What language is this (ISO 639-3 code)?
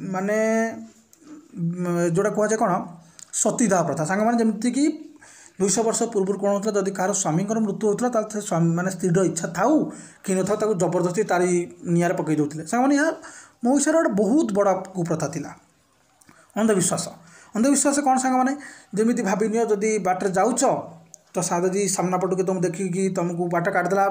ori